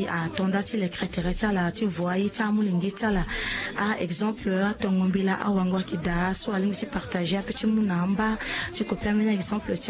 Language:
Sango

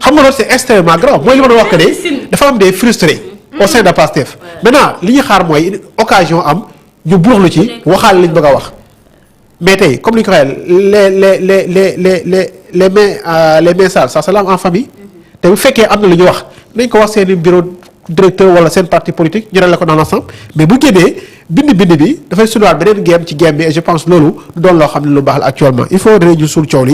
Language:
Wolof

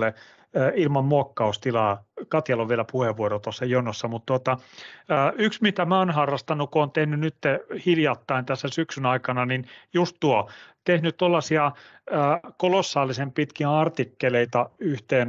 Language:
Finnish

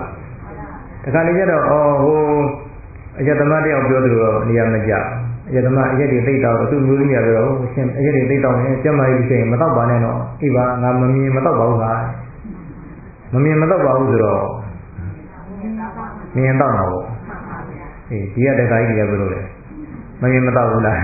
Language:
Burmese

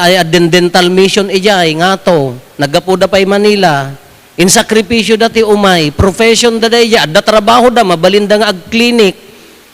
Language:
Iloko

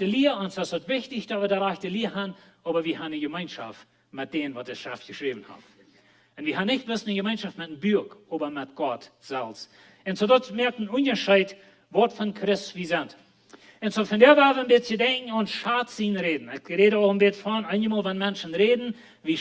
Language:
Plautdietsch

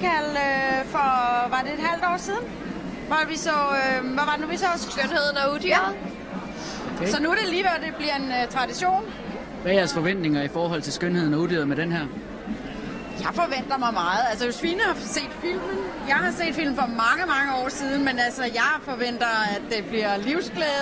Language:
Danish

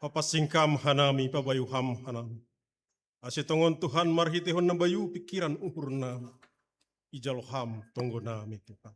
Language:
Batak Simalungun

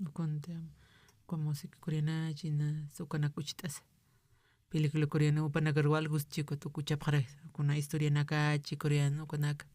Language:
Aymara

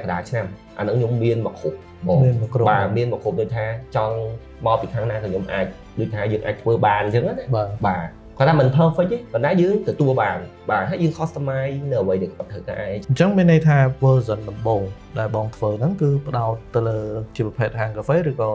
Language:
Khmer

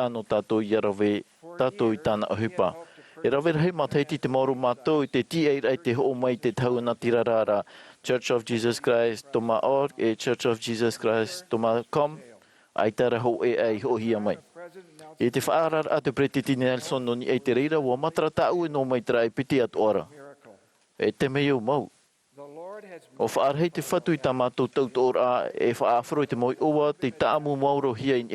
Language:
Tahitian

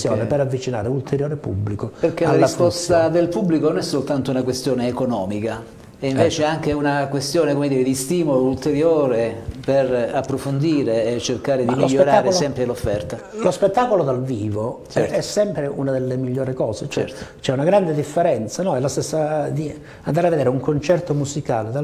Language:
Italian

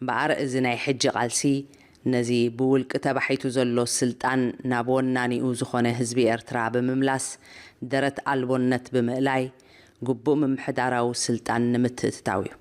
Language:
Tigrinya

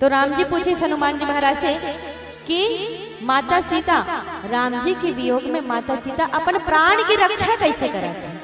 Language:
Chhattisgarhi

